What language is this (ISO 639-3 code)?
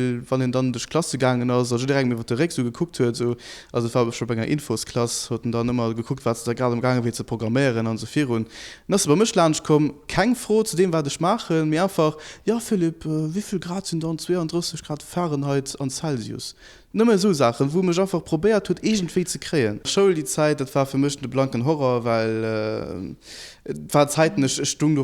ltz